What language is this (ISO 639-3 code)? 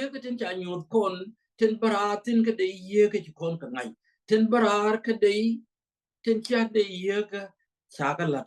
nus